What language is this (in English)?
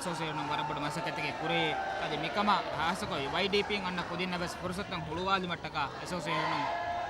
Divehi